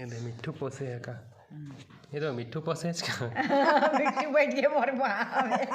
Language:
Chhattisgarhi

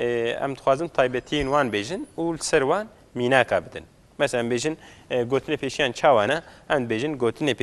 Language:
Kurdish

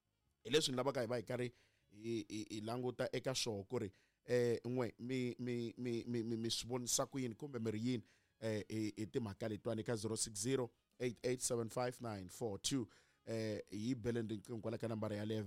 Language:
Tsonga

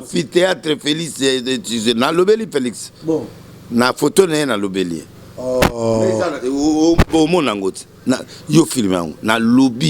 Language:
Lingala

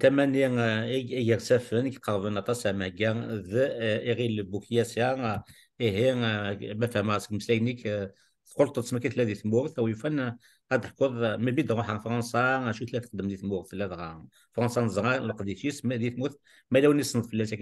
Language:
Kabyle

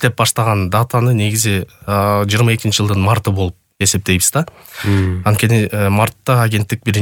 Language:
Kyrgyz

